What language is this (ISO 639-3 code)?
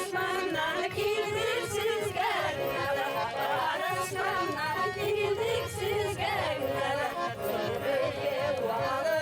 bak